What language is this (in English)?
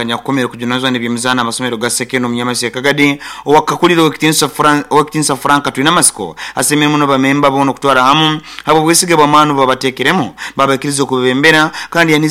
Nyoro